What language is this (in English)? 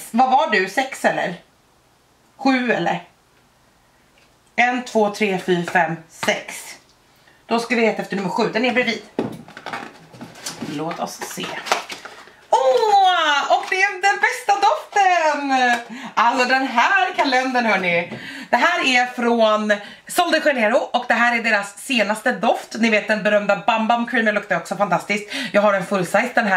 Swedish